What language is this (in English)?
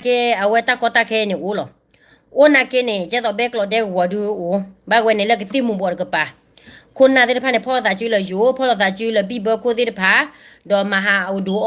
S'gaw Karen